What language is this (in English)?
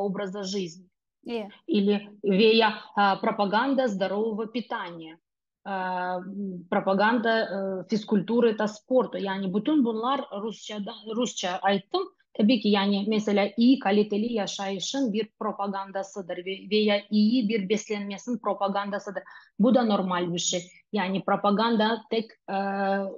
Crimean Tatar